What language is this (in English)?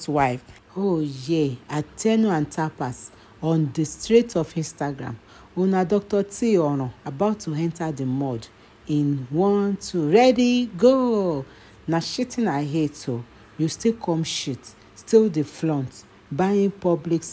Nigerian Pidgin